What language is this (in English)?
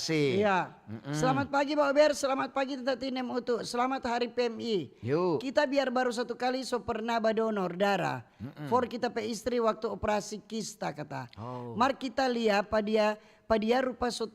Manado Malay